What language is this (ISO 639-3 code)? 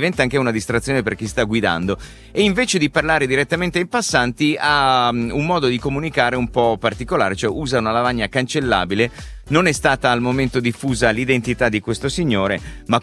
ita